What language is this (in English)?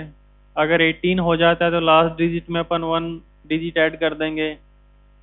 Hindi